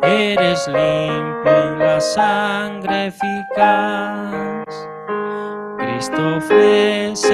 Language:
Aymara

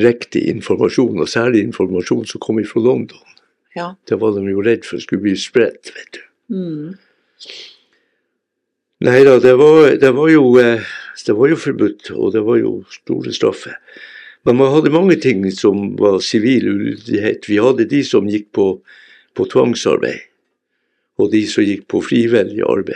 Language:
Norwegian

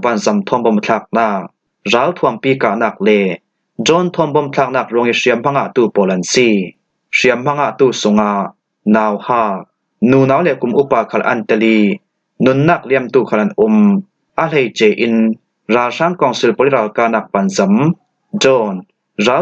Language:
Falam Chin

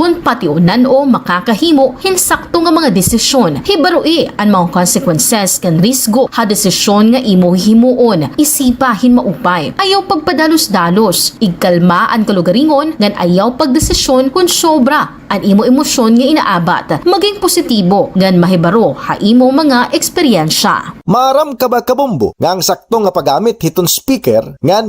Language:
Waray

